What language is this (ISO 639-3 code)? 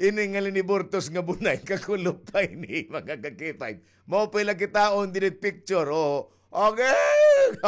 war